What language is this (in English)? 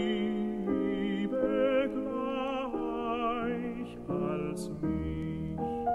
German